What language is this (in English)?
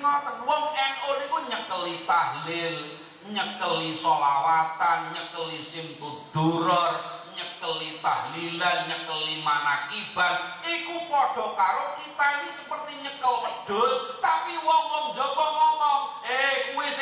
Javanese